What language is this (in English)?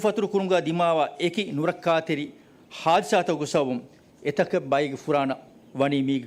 Divehi